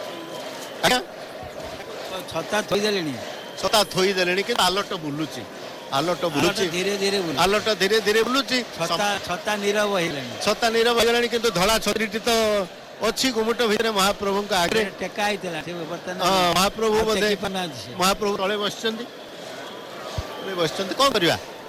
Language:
Odia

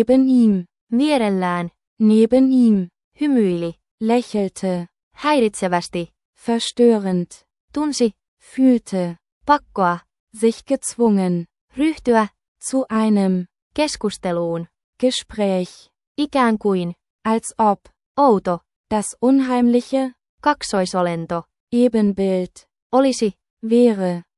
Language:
Finnish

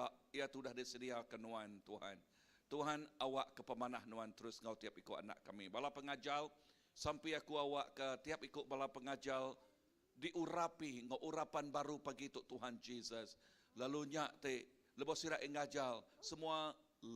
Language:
Iban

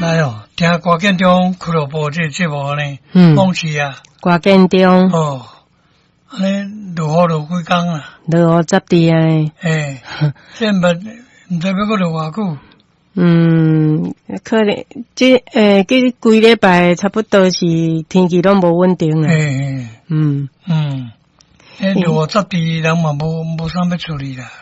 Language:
Min Nan Chinese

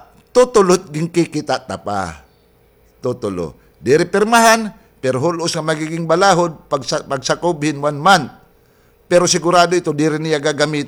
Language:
Waray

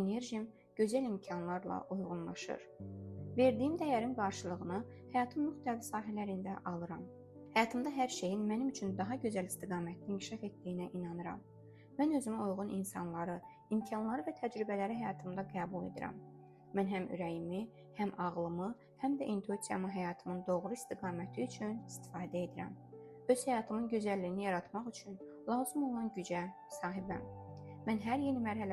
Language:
Azerbaijani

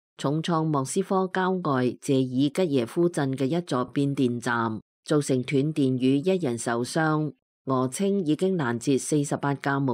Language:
Cantonese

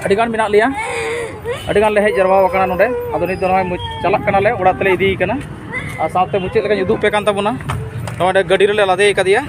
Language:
Santali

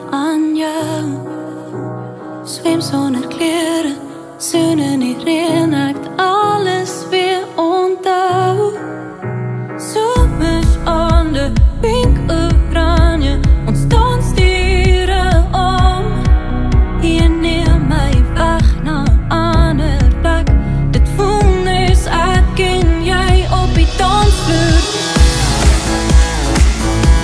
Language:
Afrikaans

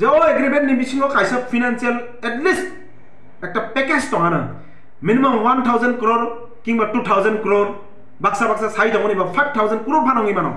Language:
Kok Borok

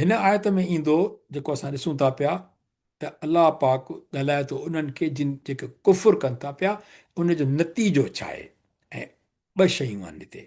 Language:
Sindhi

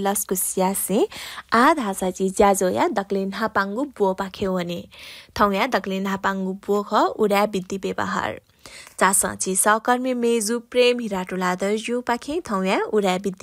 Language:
Newari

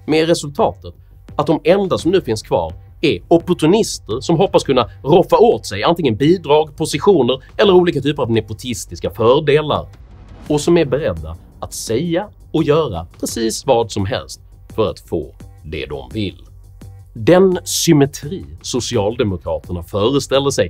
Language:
Swedish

